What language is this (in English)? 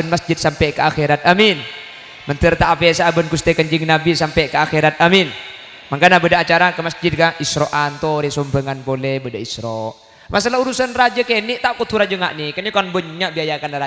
Madurese